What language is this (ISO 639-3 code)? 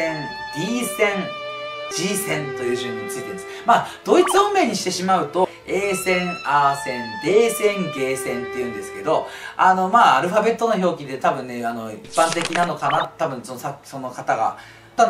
jpn